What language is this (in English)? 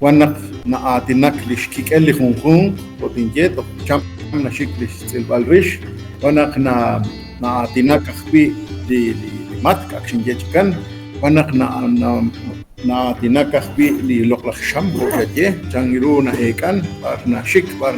Kekchí